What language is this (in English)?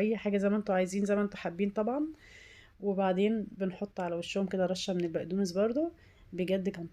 Egyptian Arabic